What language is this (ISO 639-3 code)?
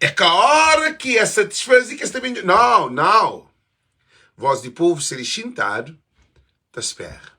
kea